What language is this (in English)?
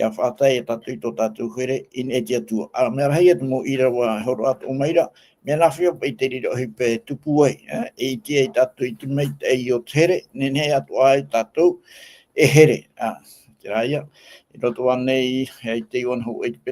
Tahitian